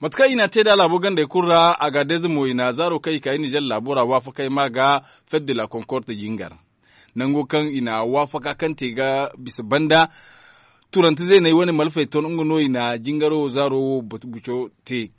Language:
Zarma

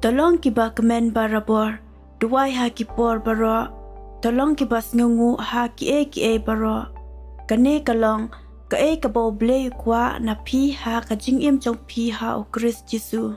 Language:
Khasi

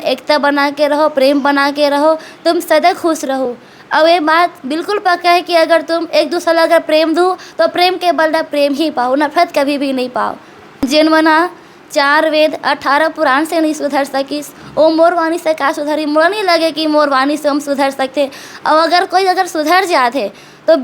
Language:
Chhattisgarhi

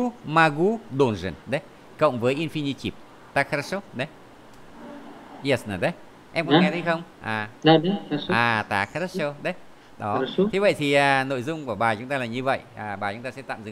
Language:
Vietnamese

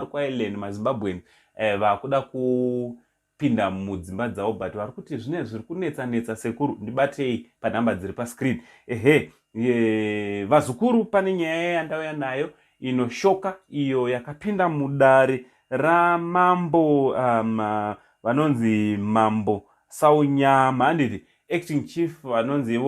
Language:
Shona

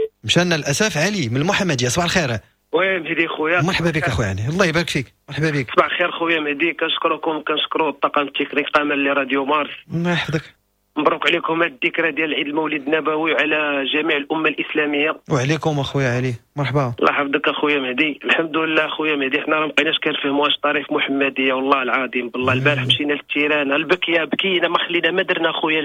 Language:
Moroccan Arabic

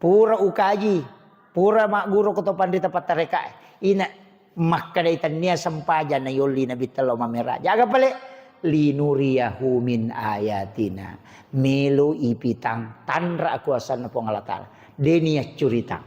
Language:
Buginese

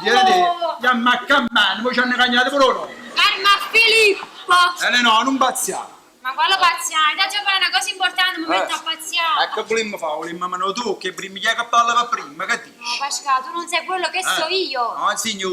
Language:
Neapolitan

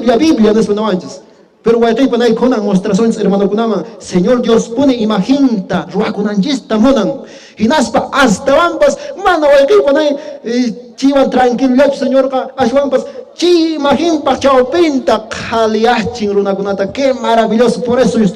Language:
Quechua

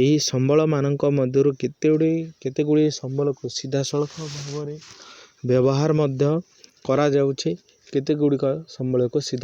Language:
Odia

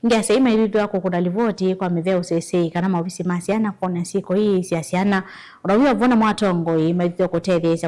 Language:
Kamba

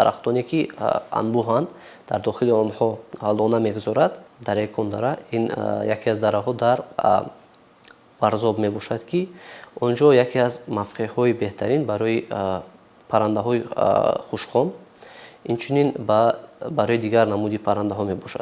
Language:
Tajik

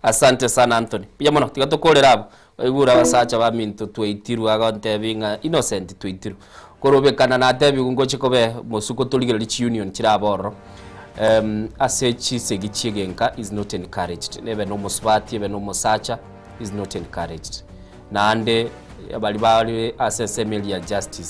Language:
Gusii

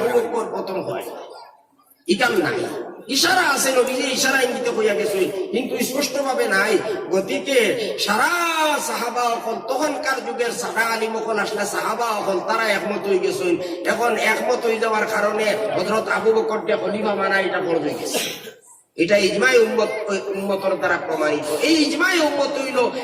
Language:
Sylheti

